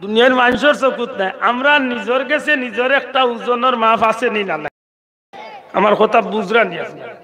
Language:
Sylheti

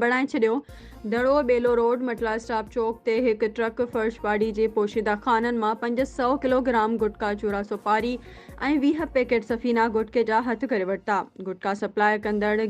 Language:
Sindhi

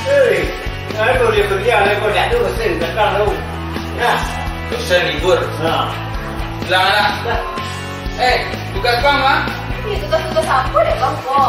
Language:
Minangkabau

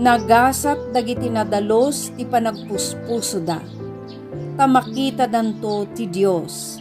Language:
Iloko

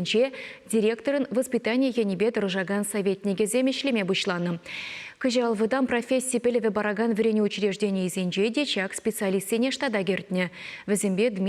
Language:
Chuvash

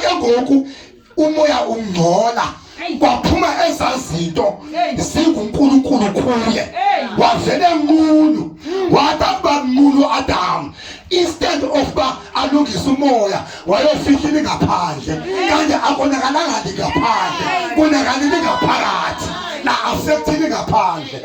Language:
Xhosa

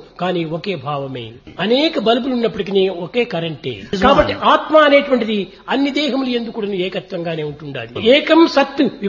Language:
Telugu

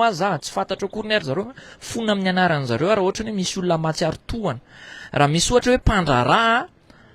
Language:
Malagasy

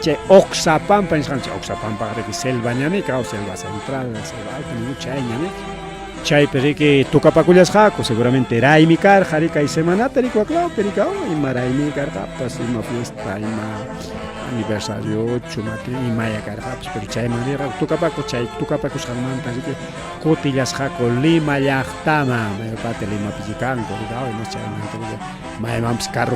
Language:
Ayacucho Quechua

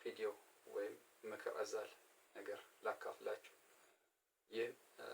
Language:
Amharic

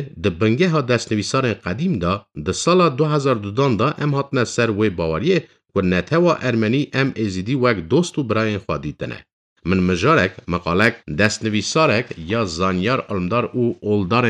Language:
Kurdish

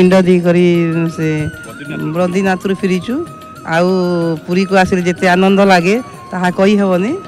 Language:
Odia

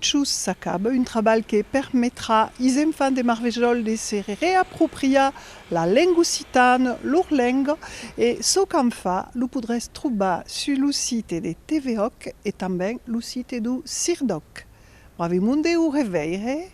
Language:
Occitan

